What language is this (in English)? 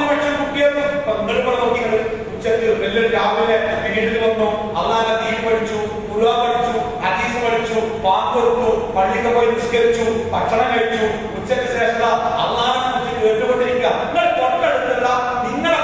Malayalam